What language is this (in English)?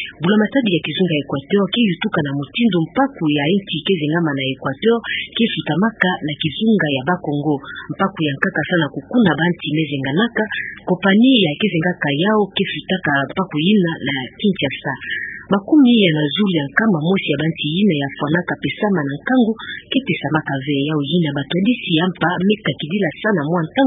Kituba (Democratic Republic of Congo)